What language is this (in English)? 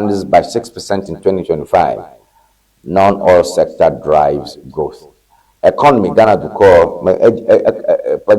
Ewe